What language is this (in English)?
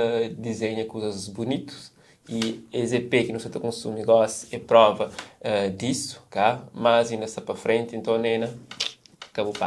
Kabuverdianu